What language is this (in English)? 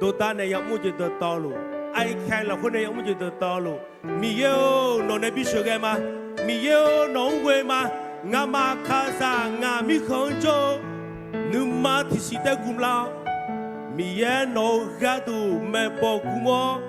Akha